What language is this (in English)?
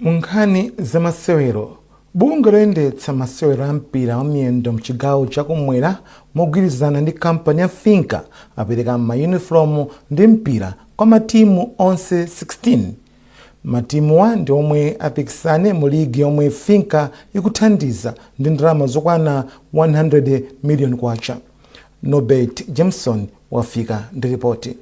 Nyanja